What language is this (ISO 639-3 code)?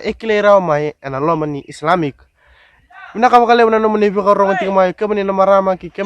fij